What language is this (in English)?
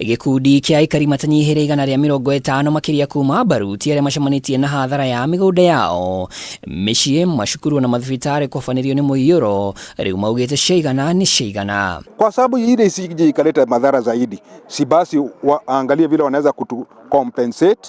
Kikuyu